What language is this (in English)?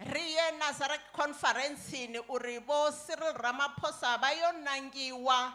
Venda